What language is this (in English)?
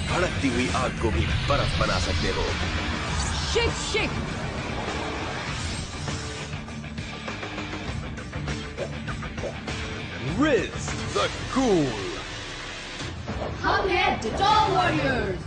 Hindi